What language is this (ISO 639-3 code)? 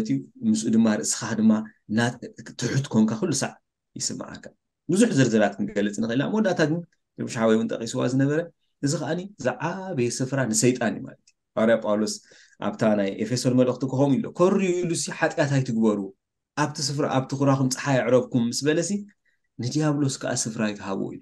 tir